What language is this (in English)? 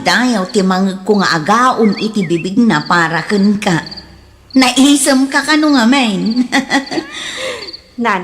Iloko